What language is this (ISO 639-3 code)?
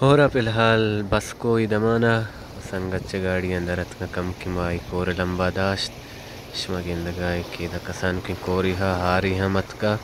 bal